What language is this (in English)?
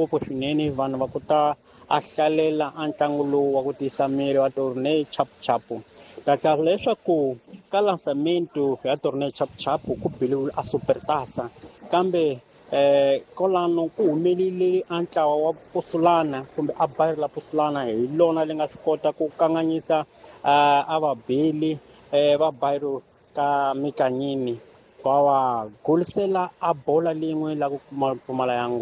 Tsonga